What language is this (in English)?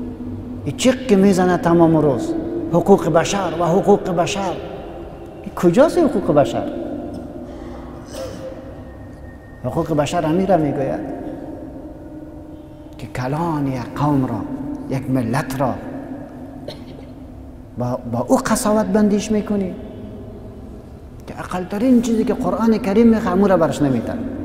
Persian